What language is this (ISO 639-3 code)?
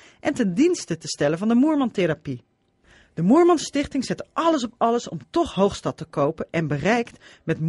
nld